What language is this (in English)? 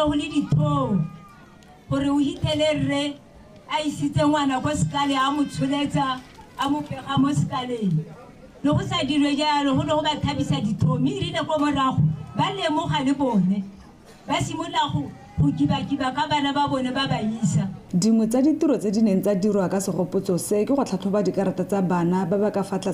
Tswana